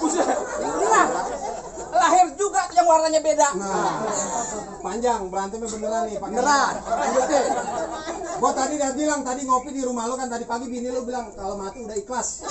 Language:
Betawi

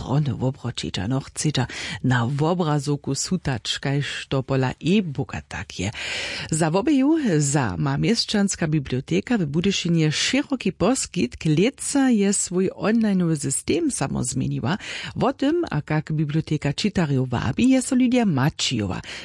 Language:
Upper Sorbian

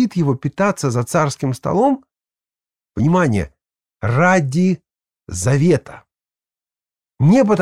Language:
Russian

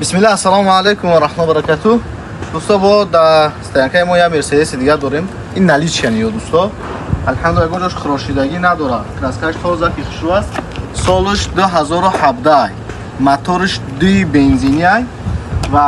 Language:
Tajik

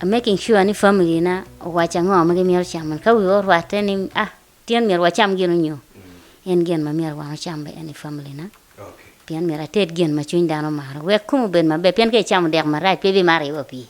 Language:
Acoli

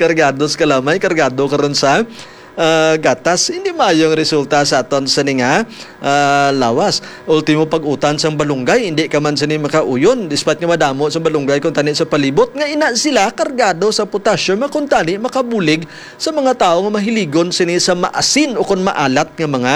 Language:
Hiligaynon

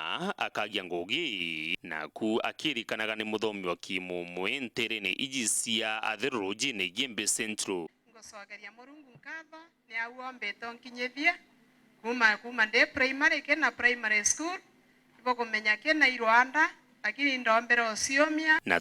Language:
Meru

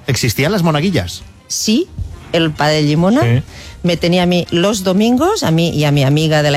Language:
Spanish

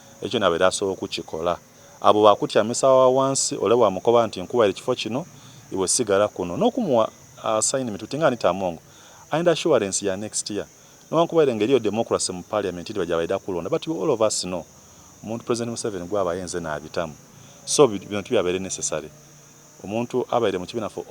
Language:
Soga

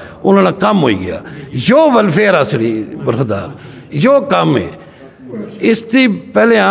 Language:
Pahari-Potwari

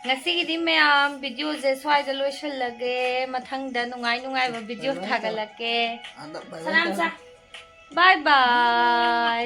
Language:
Manipuri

